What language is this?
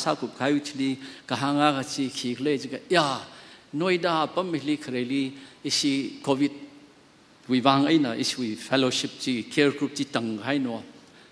Tangkhul Naga (India)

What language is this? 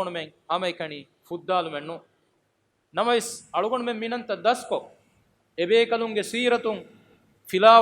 Divehi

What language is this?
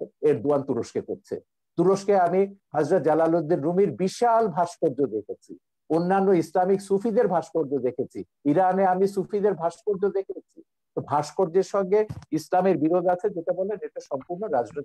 Bangla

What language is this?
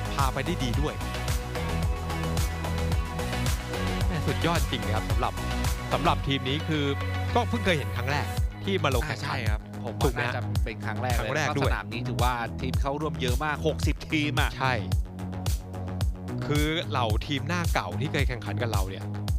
Thai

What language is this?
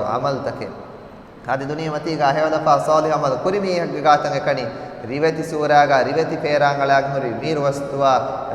Divehi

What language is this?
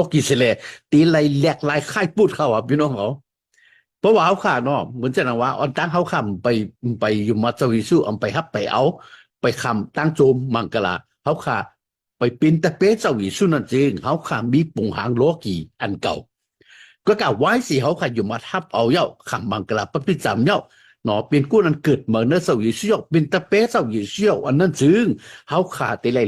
Shan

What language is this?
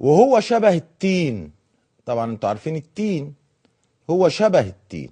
Egyptian Arabic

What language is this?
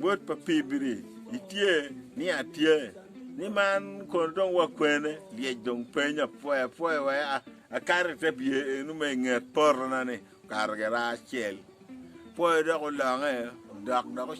Acoli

